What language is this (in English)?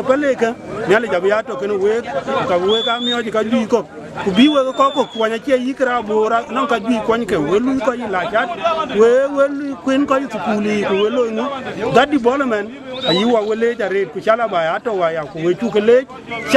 Dinka